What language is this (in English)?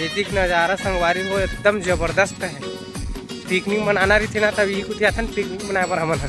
Chhattisgarhi